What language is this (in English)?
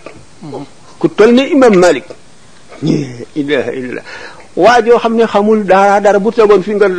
Wolof